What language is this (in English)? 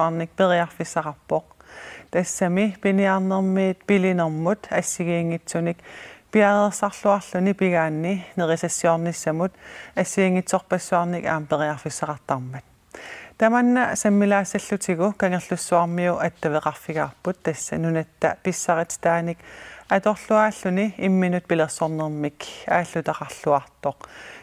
Kalaallisut